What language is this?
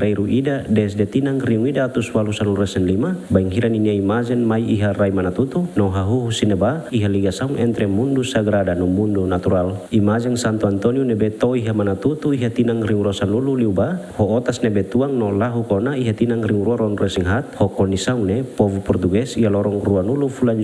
Tetum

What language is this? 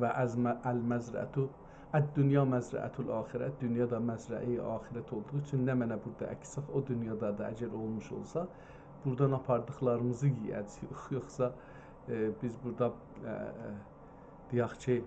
South Azerbaijani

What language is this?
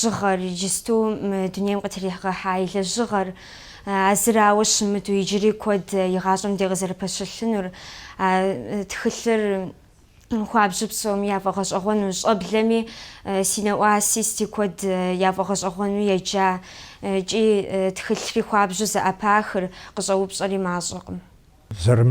Kabardian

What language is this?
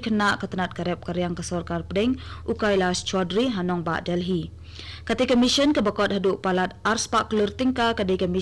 Khasi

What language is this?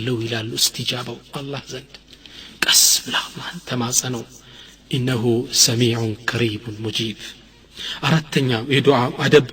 Amharic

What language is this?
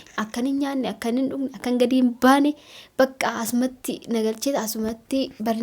Oromo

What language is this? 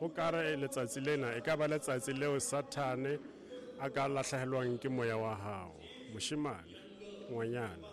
Southern Sotho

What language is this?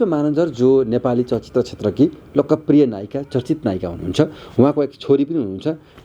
Nepali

